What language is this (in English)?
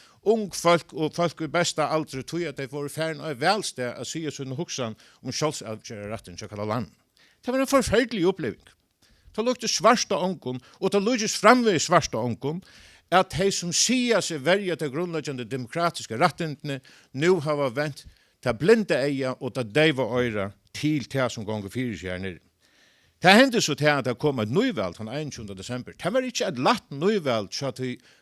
Faroese